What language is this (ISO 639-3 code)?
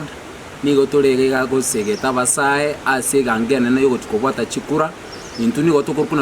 guz